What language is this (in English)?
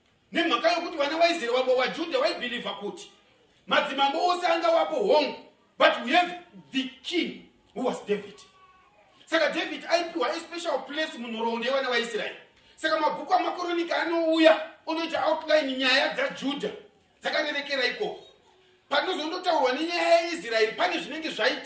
Shona